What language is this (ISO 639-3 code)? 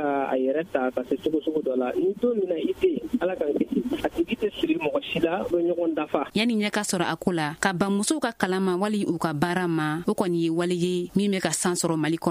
bam